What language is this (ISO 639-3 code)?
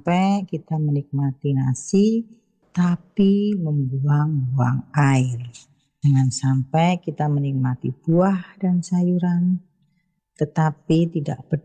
ind